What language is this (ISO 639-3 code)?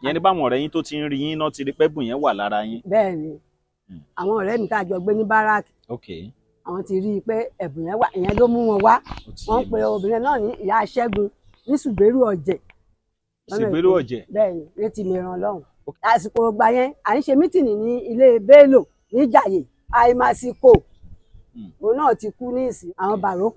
yor